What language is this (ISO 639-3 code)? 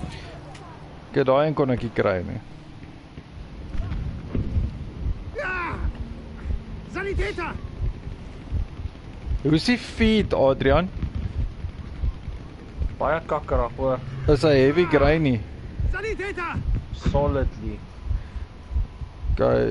afr